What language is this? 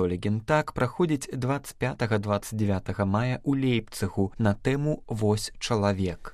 Belarusian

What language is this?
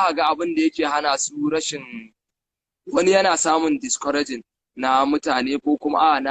Hausa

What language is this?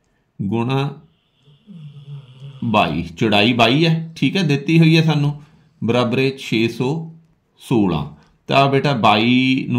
Punjabi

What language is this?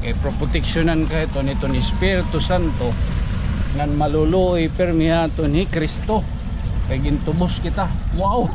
Waray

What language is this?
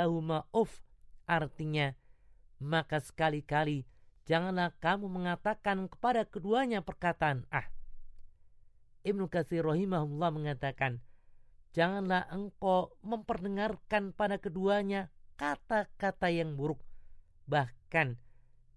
Indonesian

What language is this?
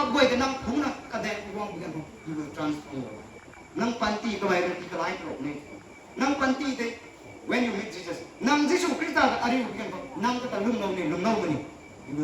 Rongmei Naga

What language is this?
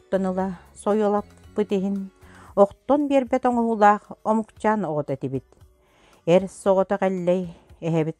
Yakut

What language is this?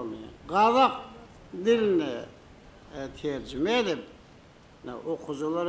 Turkmen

